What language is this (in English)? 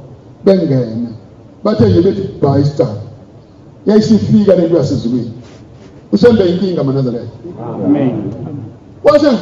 Zulu